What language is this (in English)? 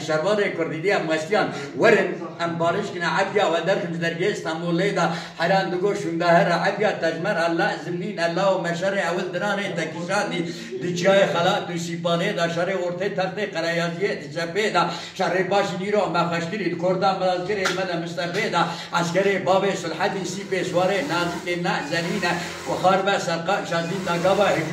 Kurdish